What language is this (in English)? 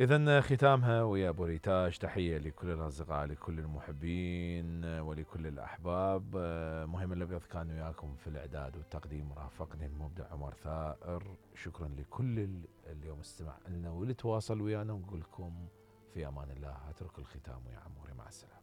Mesopotamian Arabic